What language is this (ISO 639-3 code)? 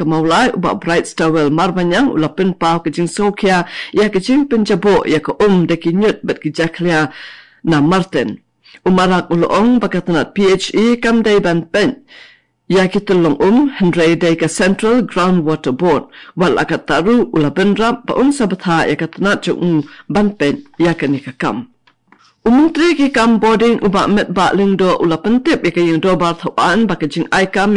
kha